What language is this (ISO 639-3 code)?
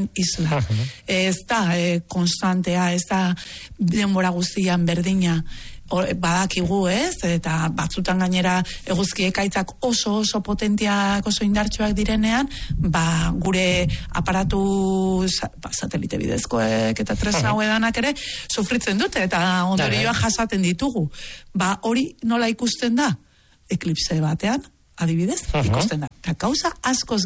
eus